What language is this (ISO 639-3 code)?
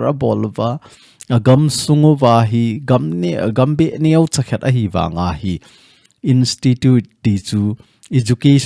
tcz